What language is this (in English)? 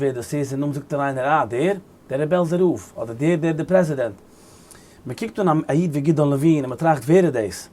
Yiddish